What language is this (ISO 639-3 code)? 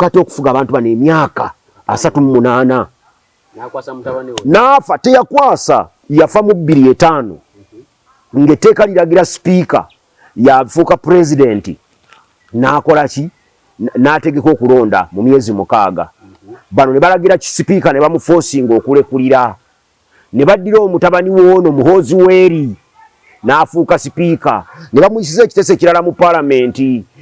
lug